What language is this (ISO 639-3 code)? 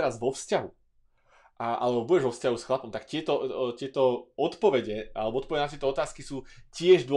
slk